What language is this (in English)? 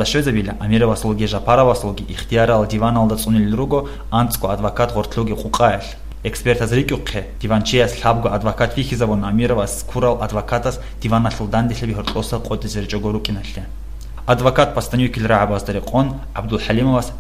Avaric